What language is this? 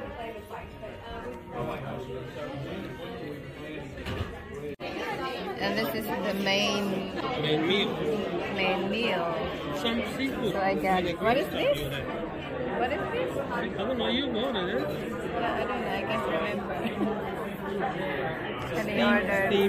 English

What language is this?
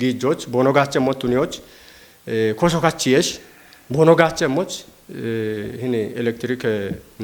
Kafa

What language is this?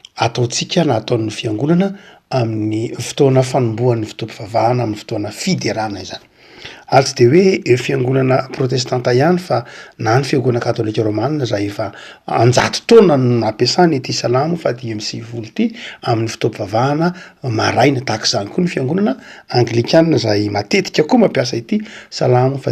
Malagasy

